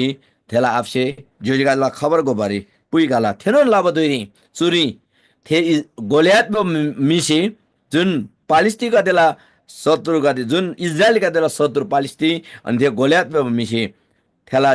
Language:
Eastern Tamang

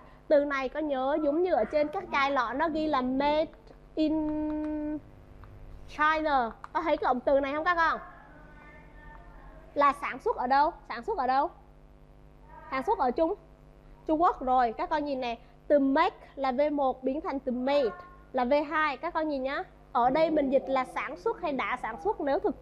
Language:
Vietnamese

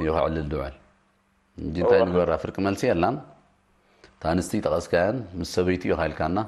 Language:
Tigrinya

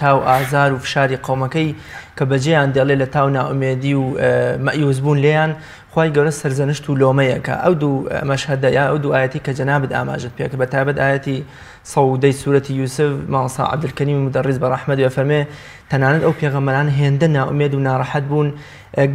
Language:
Central Kurdish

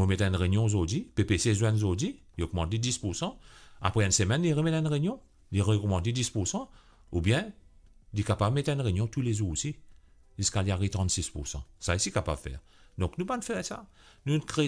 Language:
Morisyen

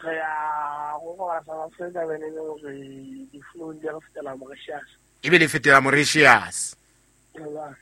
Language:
Southern Sotho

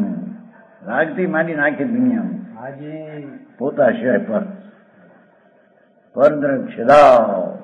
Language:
Gujarati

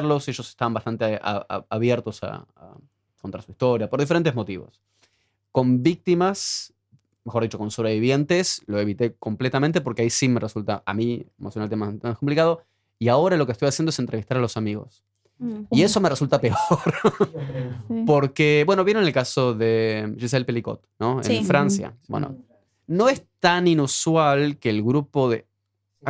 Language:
Spanish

